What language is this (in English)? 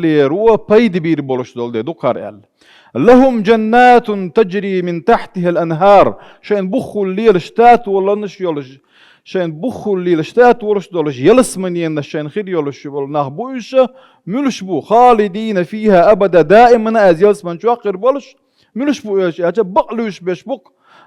Chechen